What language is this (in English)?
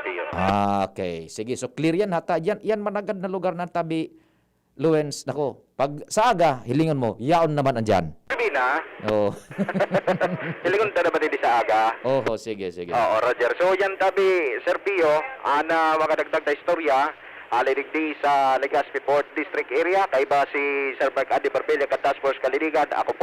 Bikol